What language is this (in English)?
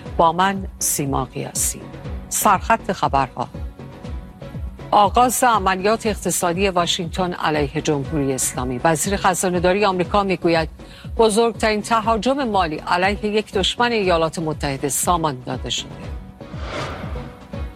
Persian